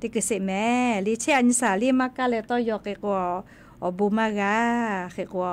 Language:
Lahu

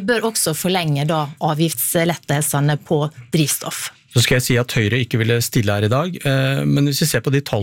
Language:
Norwegian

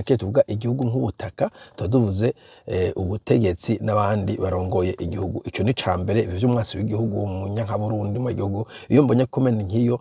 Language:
Rundi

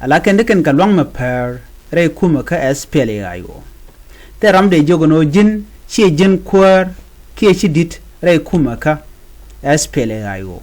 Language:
Nuer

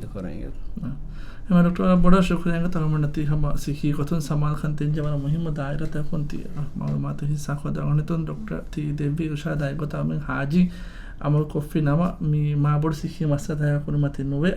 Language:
Divehi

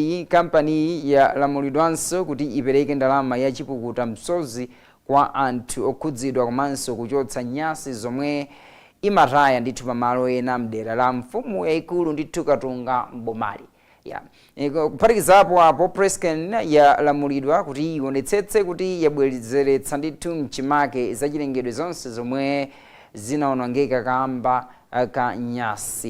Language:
Nyanja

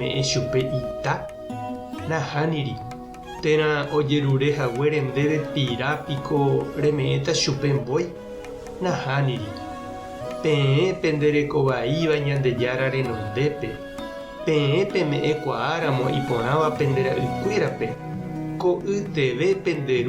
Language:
Guarani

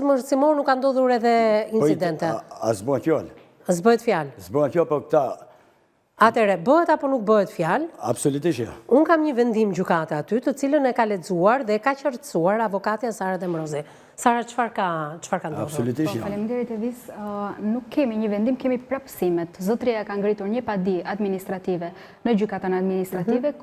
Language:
Albanian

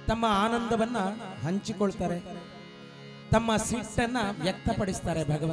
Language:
Kannada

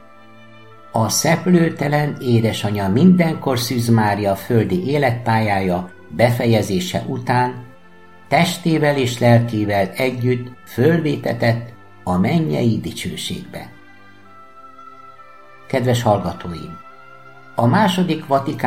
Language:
Hungarian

